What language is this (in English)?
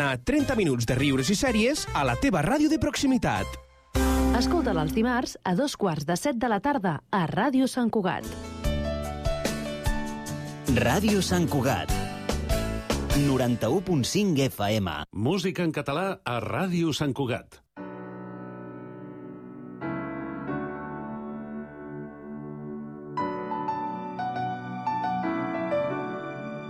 Catalan